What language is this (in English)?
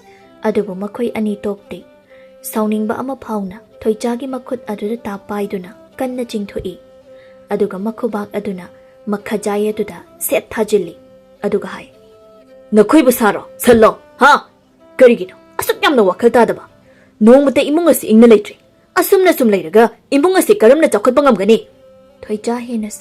Manipuri